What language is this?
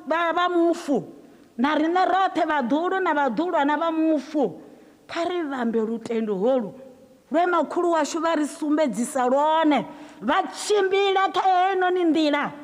Venda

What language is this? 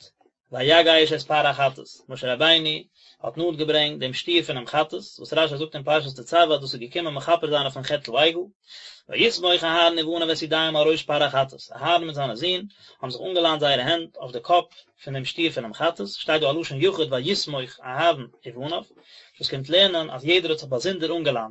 Yiddish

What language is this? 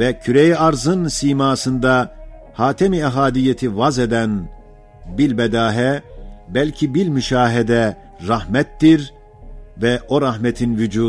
Ottoman Turkish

